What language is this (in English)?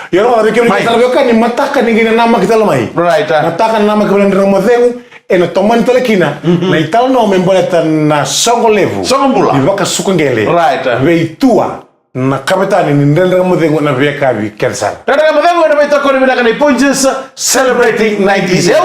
Fijian